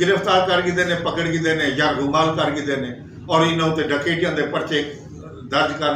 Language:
Saraiki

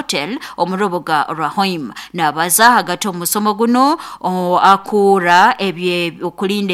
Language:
Nyoro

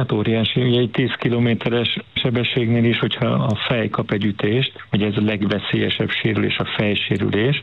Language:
Hungarian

